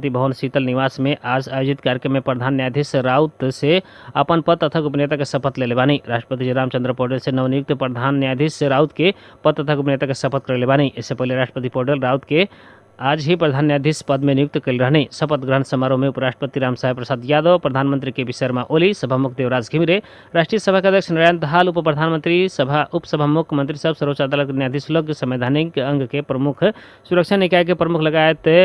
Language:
Bhojpuri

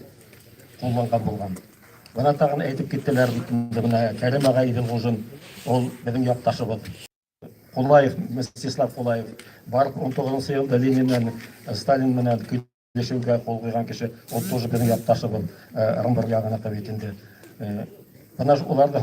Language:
Bashkir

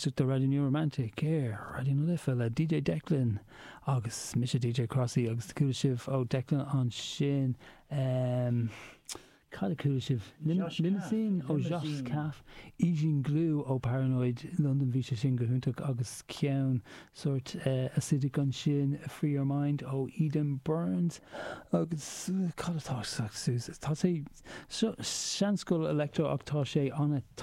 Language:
Irish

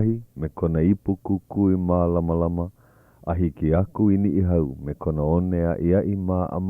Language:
Hawaiian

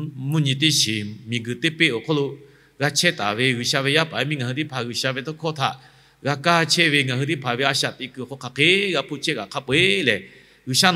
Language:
Lahu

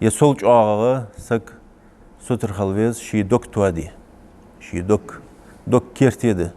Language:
Ingush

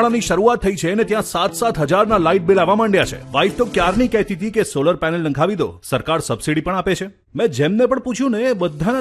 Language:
Gujarati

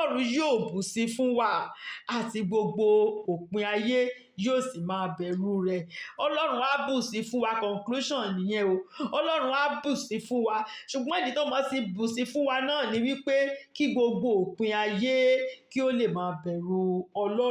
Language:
Yoruba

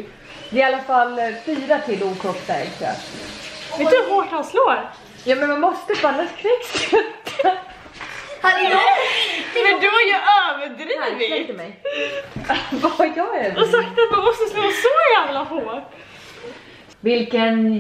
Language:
Swedish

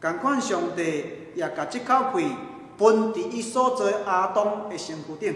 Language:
Min Nan Chinese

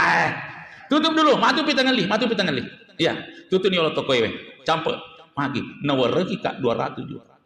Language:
Buginese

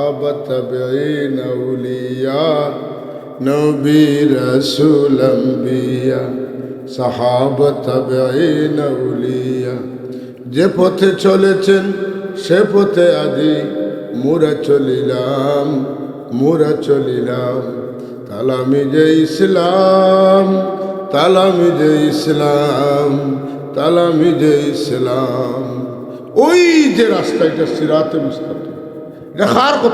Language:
Sylheti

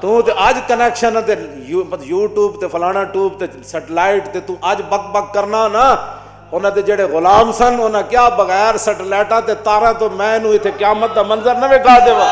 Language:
Western Panjabi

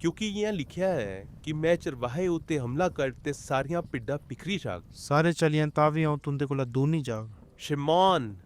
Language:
Dogri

